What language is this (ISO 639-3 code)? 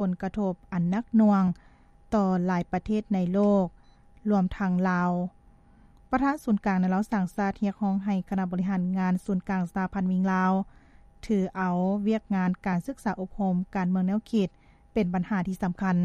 lao